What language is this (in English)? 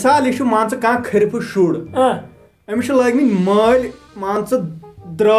Kashmiri